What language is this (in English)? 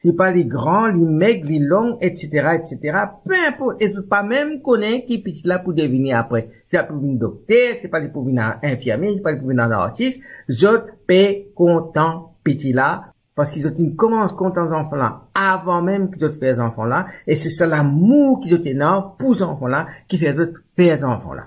Morisyen